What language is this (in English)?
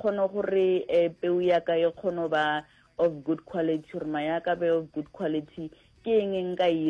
Northern Sotho